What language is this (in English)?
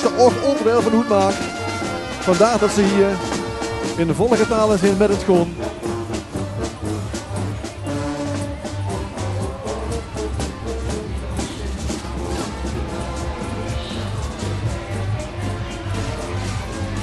Dutch